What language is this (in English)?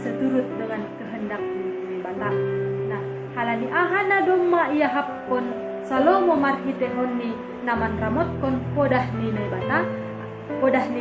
Batak Simalungun